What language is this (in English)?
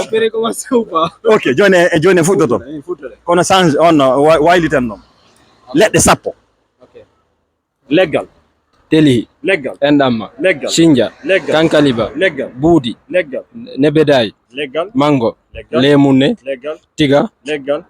Fula